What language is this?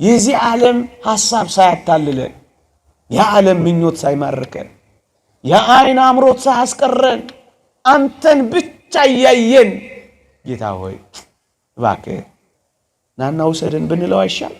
Amharic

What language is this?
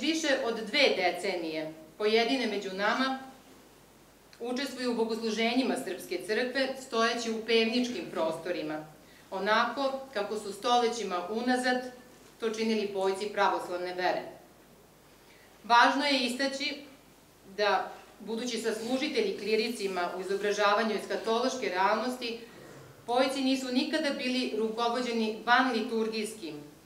Serbian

